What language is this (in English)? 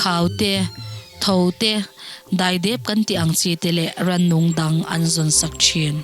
Mizo